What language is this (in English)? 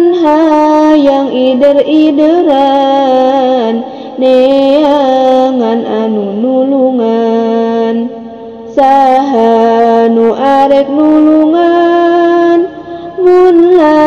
Sundanese